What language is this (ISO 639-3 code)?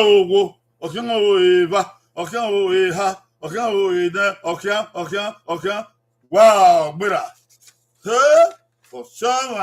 bin